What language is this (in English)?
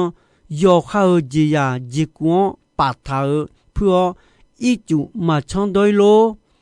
Akha